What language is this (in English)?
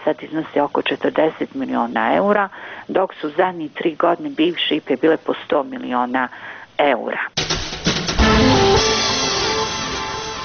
Bosnian